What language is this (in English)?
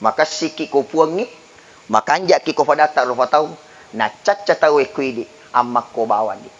Buginese